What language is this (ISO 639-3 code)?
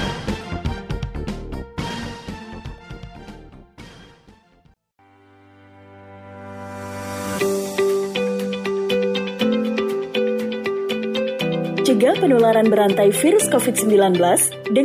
ind